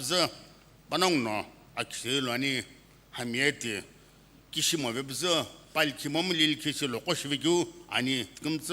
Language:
Sumi Naga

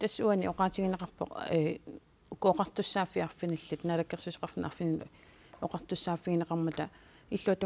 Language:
Kalaallisut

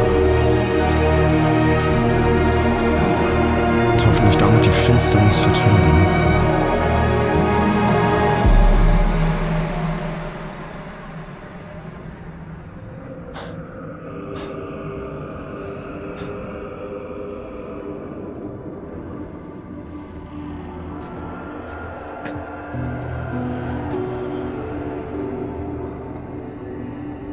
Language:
German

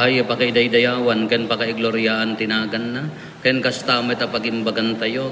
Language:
Iloko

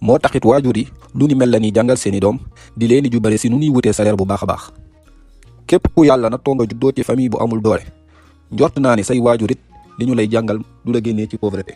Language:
Wolof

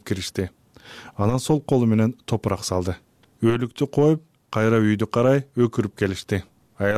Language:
Kyrgyz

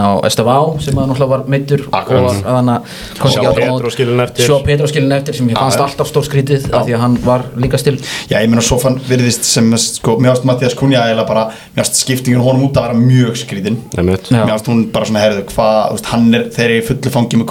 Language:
Icelandic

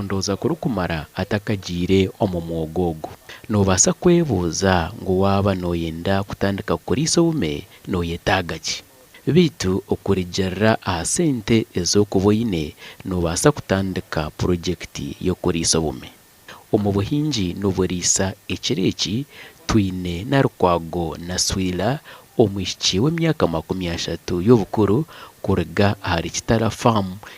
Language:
Nyankole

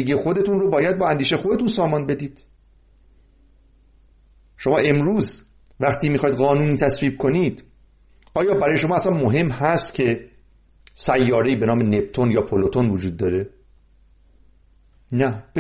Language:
Persian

